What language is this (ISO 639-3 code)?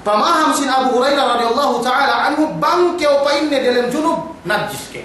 yka